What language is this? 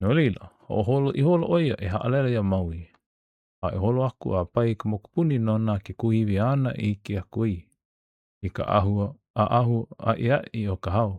Hawaiian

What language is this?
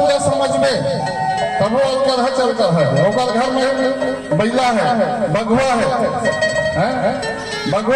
Chhattisgarhi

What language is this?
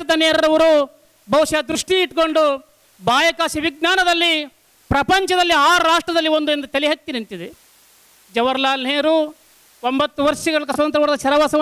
Kannada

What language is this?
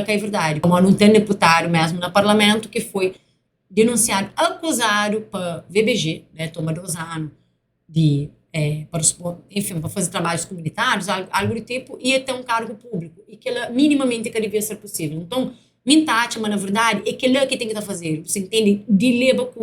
Kabuverdianu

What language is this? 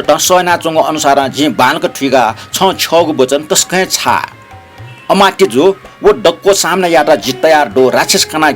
Newari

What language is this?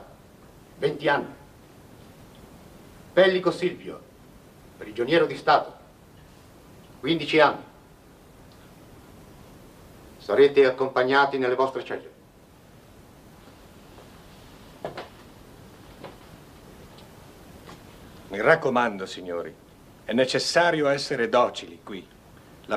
Italian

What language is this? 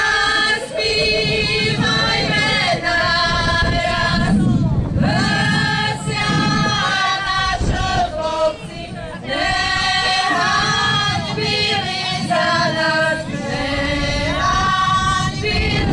Rusyn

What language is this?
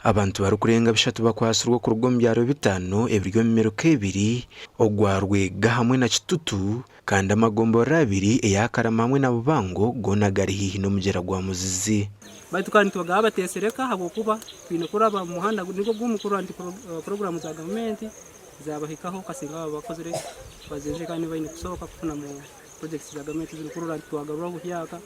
Nyankole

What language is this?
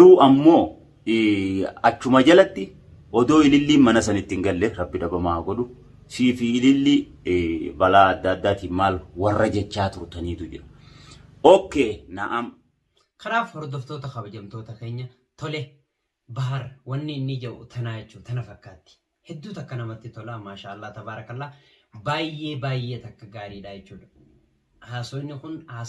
Oromo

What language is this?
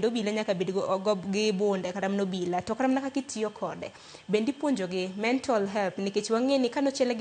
Luo (Kenya and Tanzania)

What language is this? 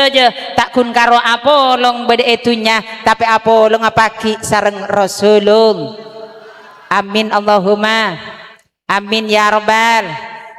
Madurese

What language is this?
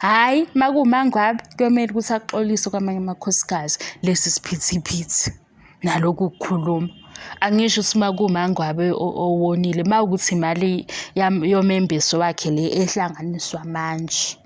Zulu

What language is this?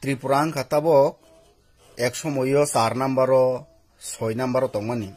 Riang (India)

